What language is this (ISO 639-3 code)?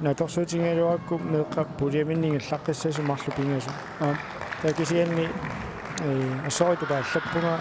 kal